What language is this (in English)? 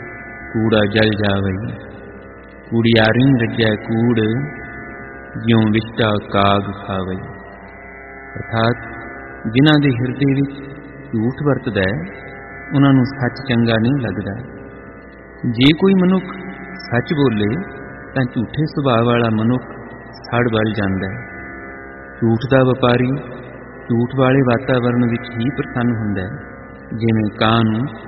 Punjabi